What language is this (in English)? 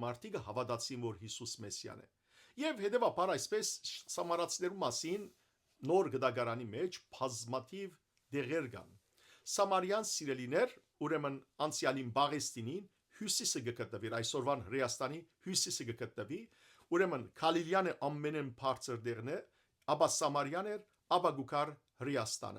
Western Armenian